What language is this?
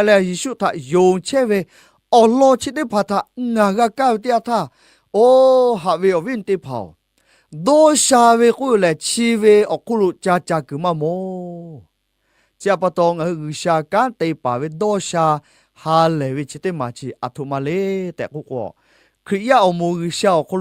Lahu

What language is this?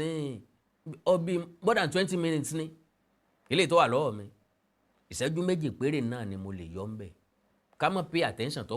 Yoruba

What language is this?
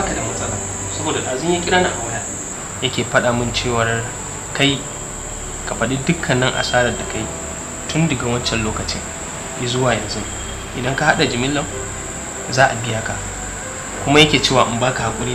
Hausa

